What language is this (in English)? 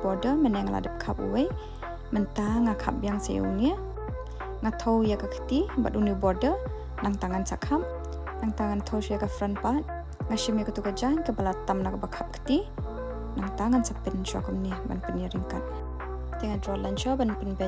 Khasi